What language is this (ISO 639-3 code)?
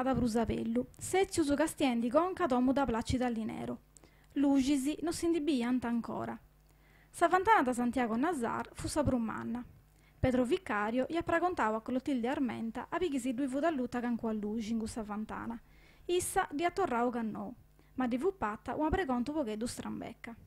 srd